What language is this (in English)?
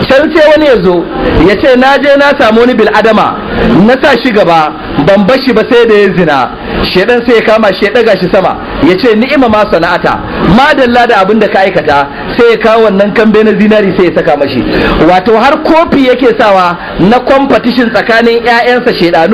Hausa